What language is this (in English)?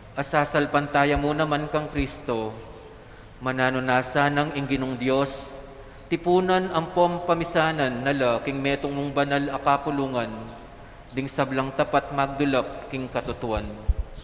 Pampanga